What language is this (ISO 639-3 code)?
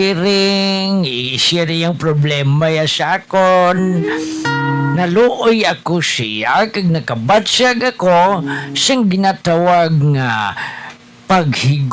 hil